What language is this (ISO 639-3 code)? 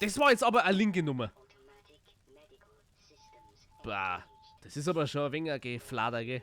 bar